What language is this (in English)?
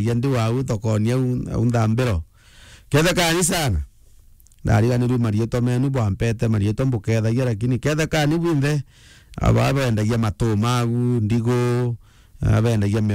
Meru